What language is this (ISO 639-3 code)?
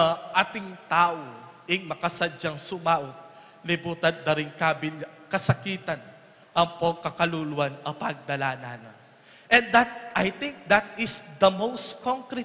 pam